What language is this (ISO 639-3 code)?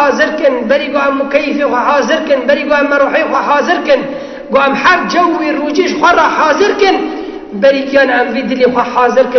kur